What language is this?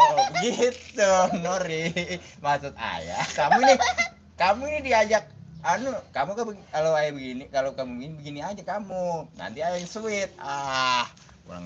Betawi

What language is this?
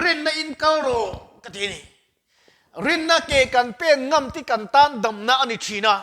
Mizo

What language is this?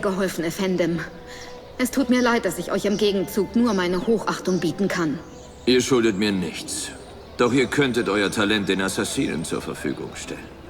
Bavarian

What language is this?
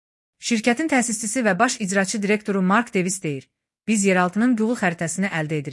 Azerbaijani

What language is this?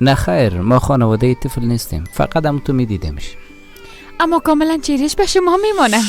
Persian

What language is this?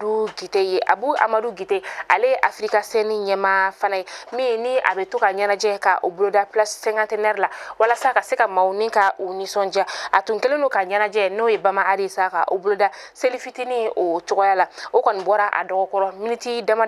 Bambara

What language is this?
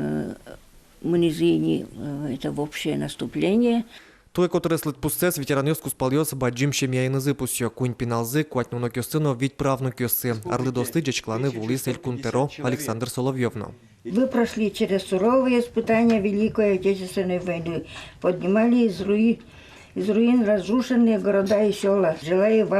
Udmurt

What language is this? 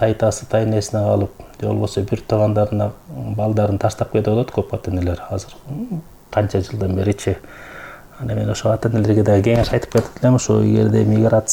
Kyrgyz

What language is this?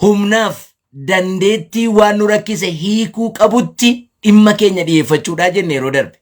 Oromo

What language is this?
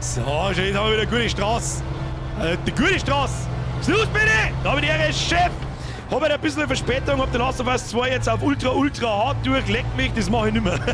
Bavarian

